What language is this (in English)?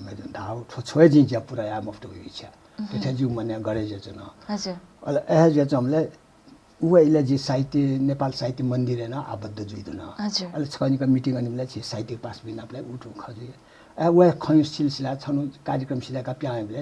Newari